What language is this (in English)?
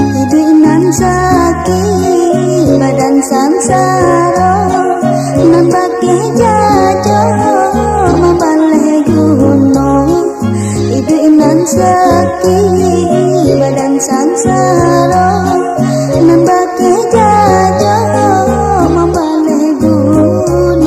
Minangkabau